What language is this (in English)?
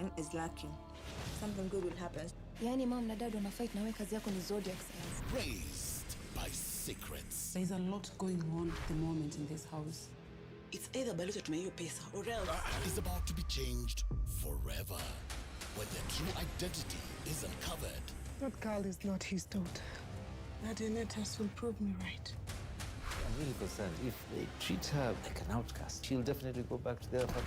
Meru